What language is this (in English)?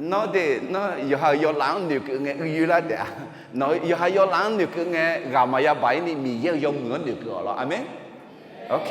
Akha